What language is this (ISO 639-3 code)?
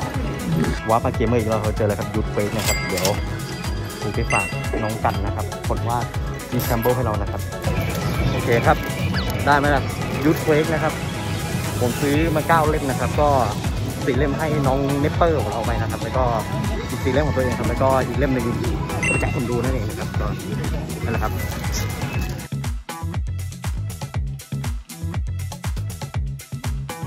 tha